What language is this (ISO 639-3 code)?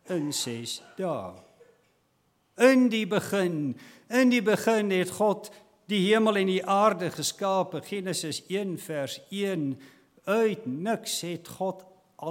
afr